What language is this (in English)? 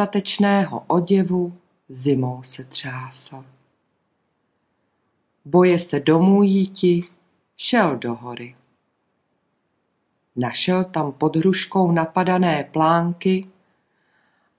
Czech